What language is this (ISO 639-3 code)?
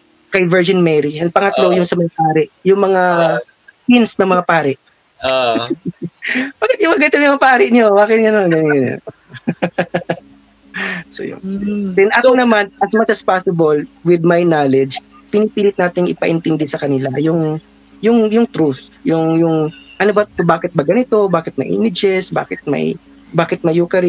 fil